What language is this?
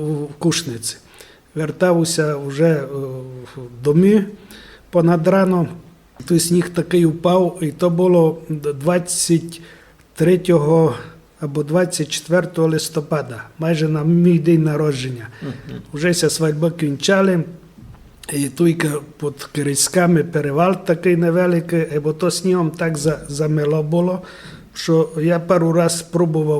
Rusyn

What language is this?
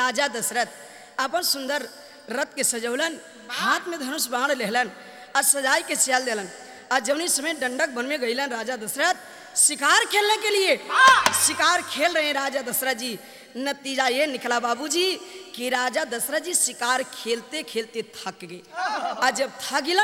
Bhojpuri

